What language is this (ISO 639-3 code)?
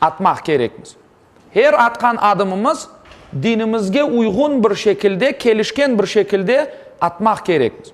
crh